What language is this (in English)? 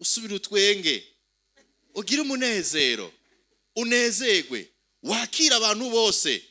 Rundi